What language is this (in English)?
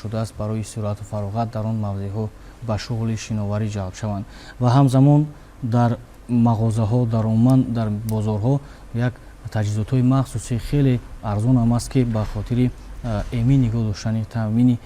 Tajik